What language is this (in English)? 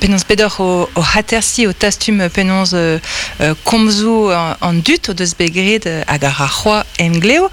Breton